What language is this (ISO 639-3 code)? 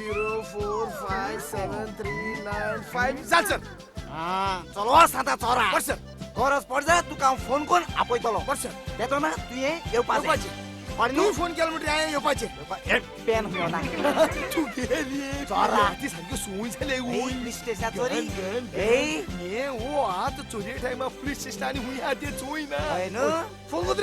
kok